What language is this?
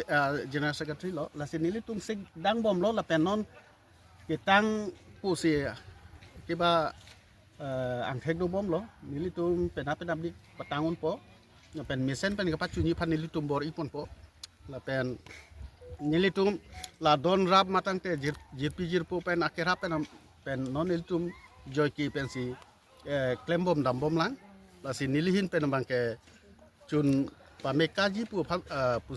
Karbi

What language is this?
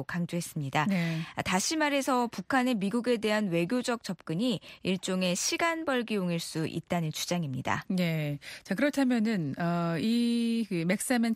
Korean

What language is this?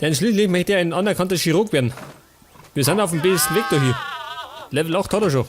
Bavarian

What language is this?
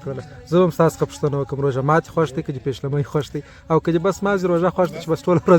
Pashto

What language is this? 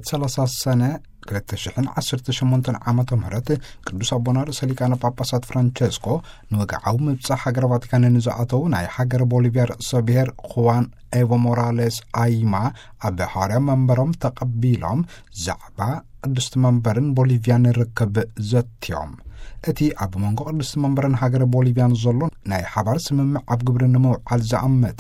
Tigrinya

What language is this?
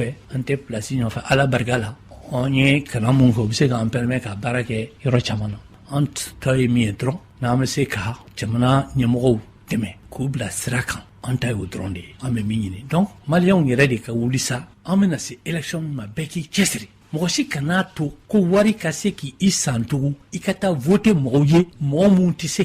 Bambara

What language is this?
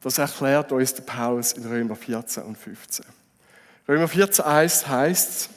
Swiss German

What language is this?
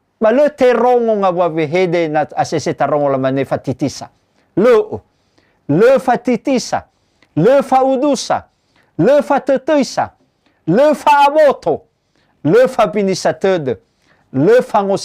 Nias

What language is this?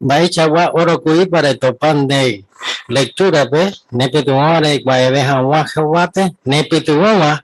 Guarani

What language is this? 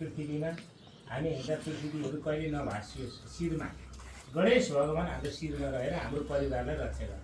Nepali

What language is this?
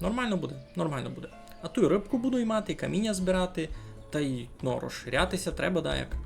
Rusyn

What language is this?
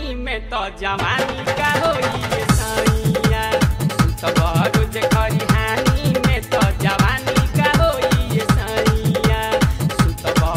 Bhojpuri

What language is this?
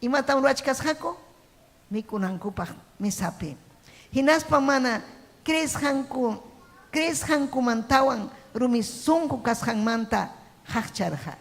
Ayacucho Quechua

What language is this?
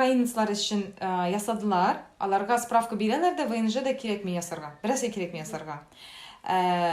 Tatar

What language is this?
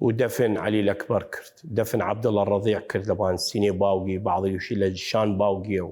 Southern Kurdish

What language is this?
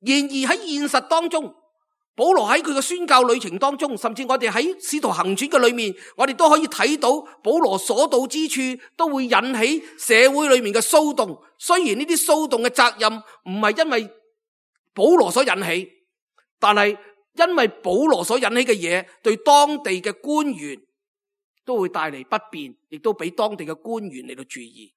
Cantonese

